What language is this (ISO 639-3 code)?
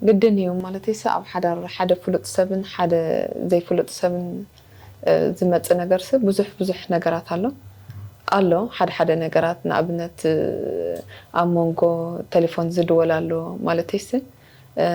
tir